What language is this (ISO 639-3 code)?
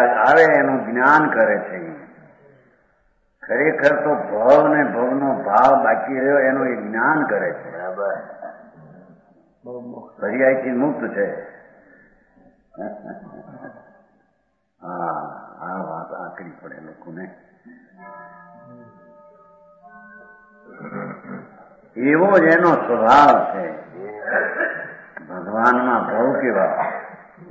guj